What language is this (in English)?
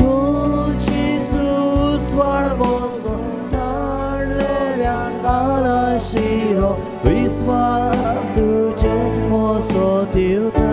Konkani